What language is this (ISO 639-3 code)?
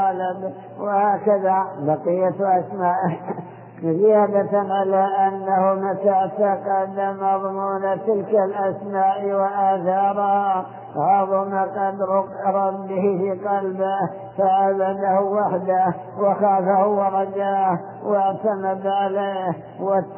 ara